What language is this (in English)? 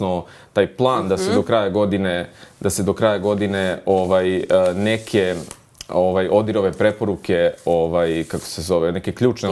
Serbian